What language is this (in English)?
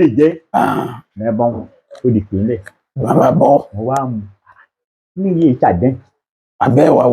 Yoruba